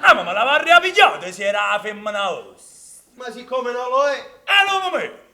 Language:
Neapolitan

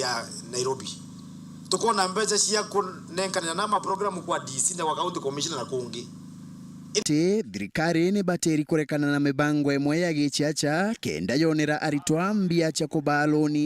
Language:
Meru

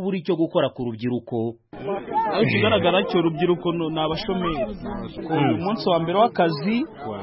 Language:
Kinyarwanda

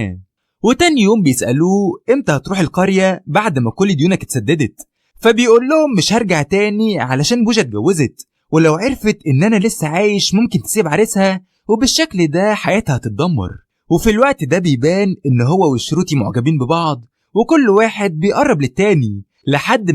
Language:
Egyptian Arabic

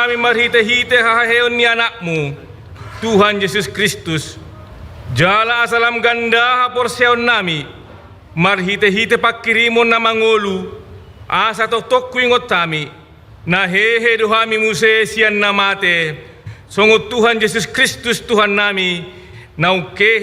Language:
Batak Toba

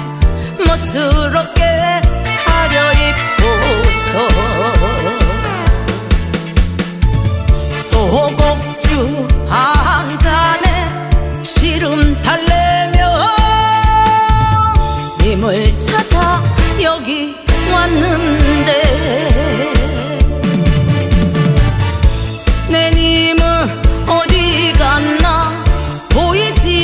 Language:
Korean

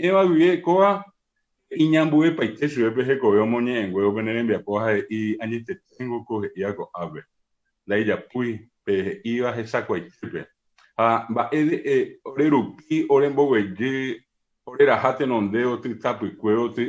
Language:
Guarani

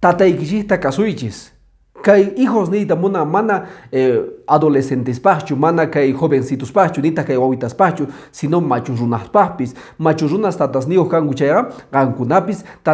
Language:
Quechua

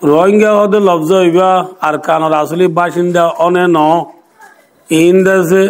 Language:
Rohingya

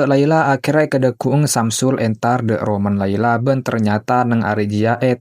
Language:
Madurese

